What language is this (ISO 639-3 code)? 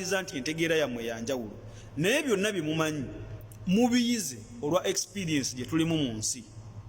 lug